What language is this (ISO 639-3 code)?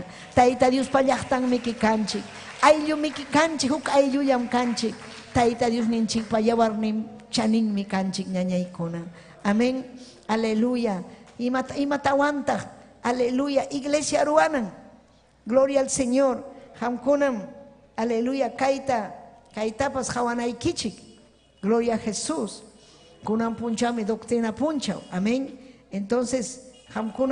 quy